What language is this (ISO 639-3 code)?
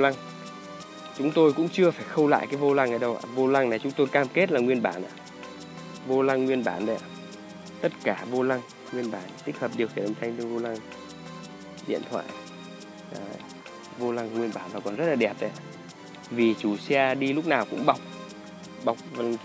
vie